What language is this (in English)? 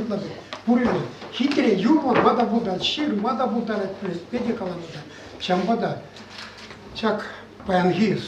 Chuvash